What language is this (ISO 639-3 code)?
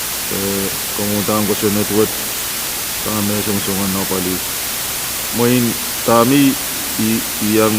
pon